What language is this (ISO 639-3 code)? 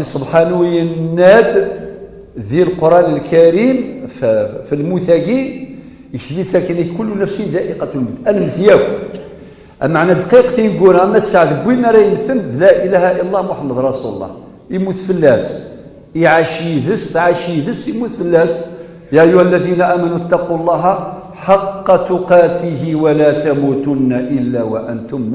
kab